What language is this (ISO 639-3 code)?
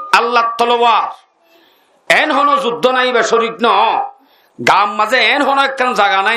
rhg